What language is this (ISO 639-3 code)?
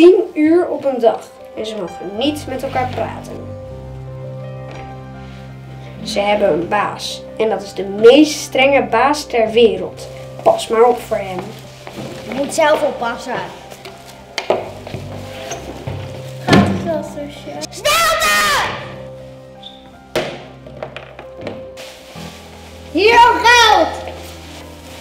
nld